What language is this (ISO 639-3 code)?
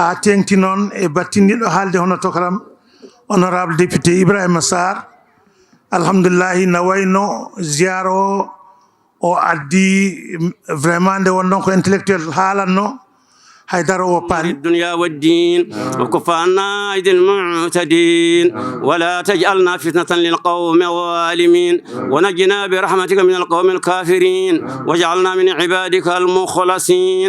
ful